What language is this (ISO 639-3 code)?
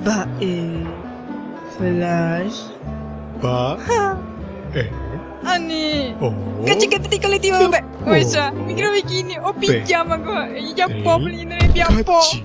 grn